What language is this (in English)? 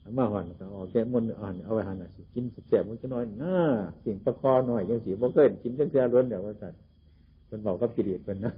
Northeastern Thai